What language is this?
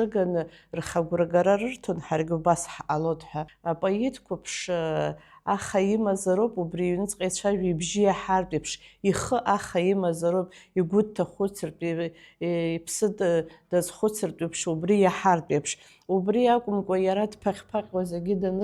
Abkhazian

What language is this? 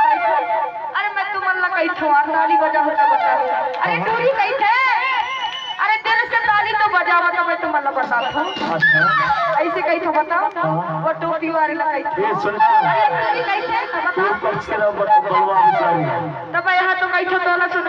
Chhattisgarhi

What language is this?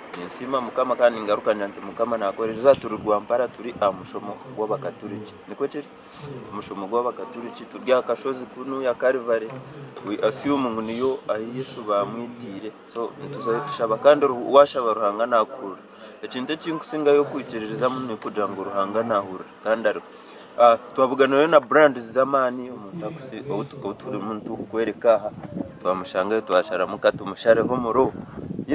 Nyankole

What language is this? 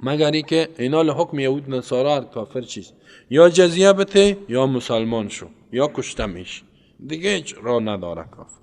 Persian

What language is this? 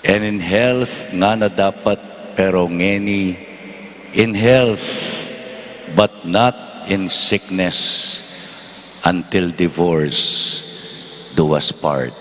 Pampanga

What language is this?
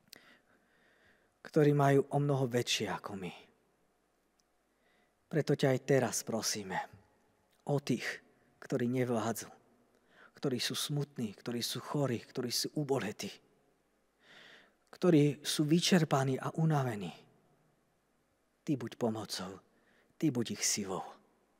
Slovak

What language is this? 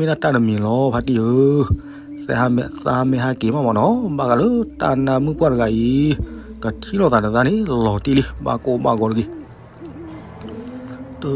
S'gaw Karen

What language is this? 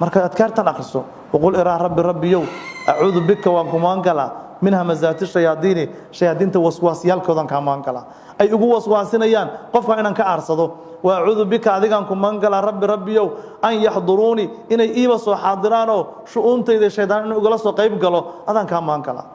Somali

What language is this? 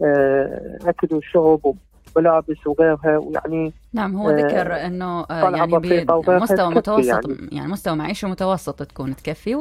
Mesopotamian Arabic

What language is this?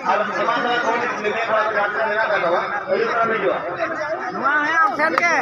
Santali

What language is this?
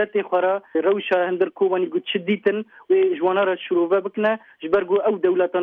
Kurdish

